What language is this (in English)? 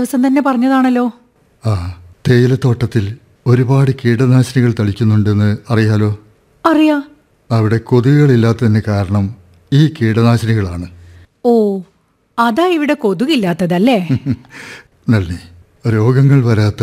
Malayalam